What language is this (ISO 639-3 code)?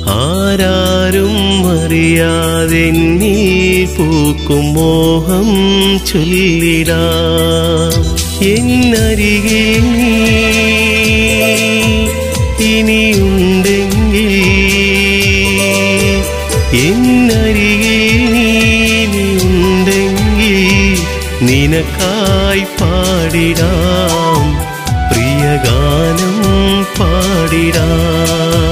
mal